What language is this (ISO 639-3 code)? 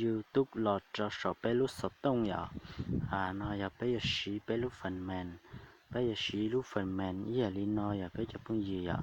hmn